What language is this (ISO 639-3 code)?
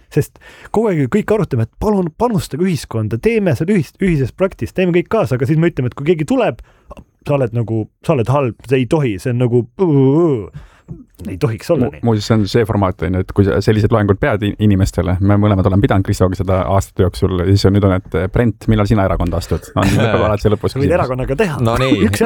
est